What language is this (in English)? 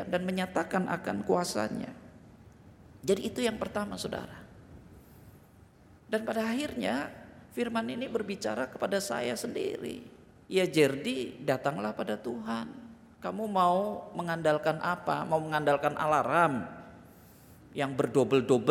Indonesian